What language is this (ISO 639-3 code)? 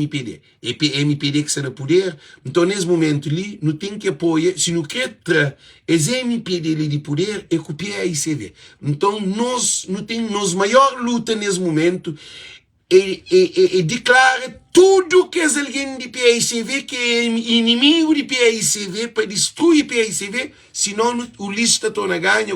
kea